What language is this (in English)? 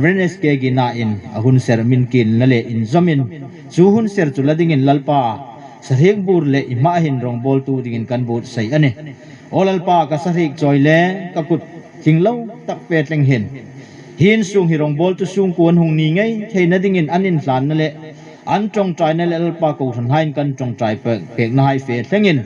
Hmar